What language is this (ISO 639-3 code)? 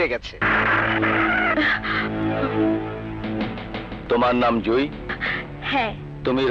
ben